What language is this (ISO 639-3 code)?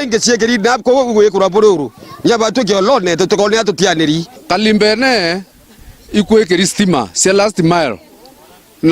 mer